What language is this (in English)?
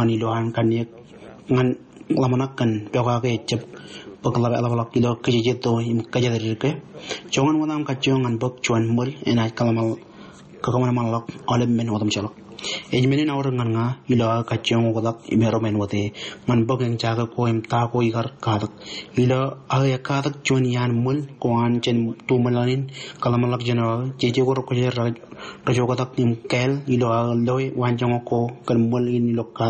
Marshallese